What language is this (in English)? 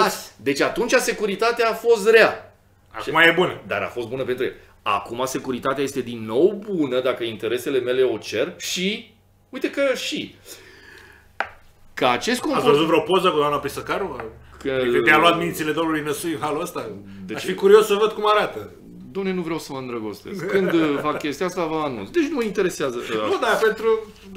Romanian